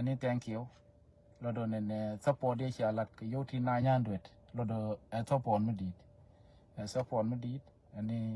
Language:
Nuer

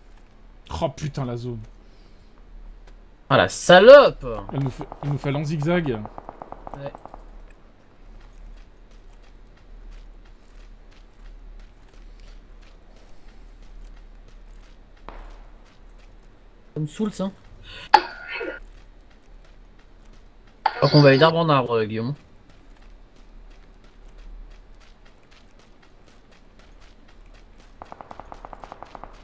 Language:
French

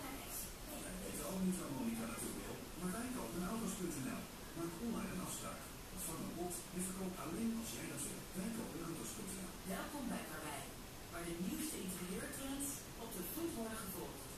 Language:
Dutch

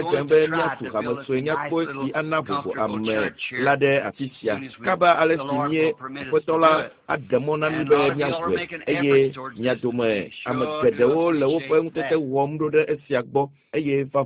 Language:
Ewe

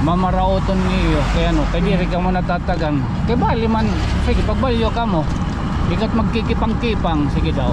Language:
Waray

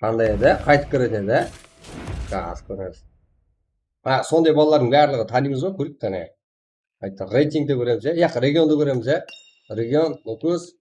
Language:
Kara-Kalpak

